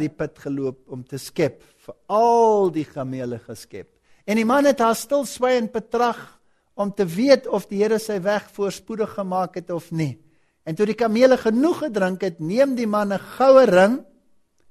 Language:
Afrikaans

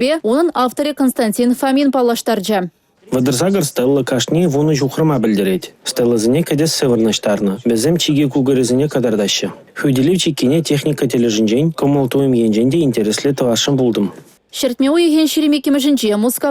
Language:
Chuvash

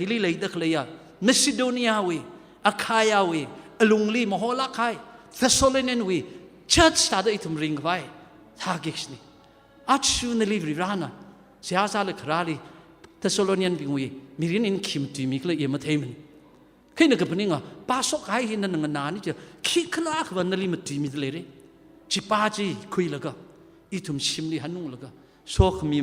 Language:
Tangkhul Naga (India)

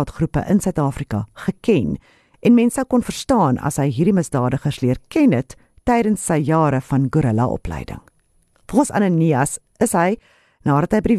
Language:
Afrikaans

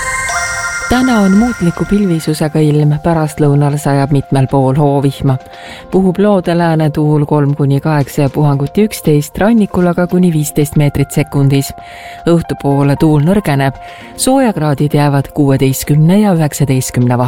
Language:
Estonian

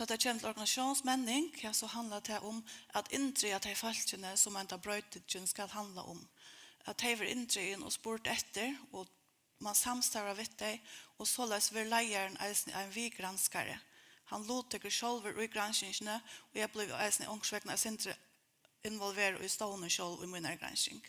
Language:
Faroese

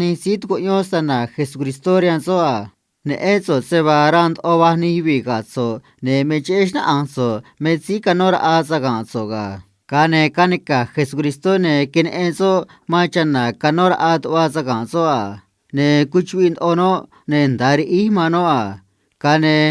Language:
Copala Triqui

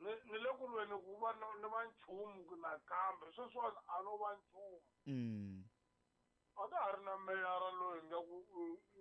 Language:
Tsonga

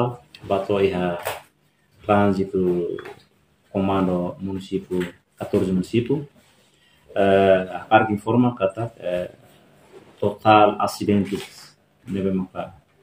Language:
Tetum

